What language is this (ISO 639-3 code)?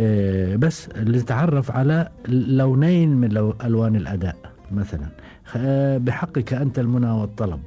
afb